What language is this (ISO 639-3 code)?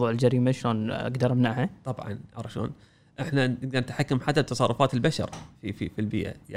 afb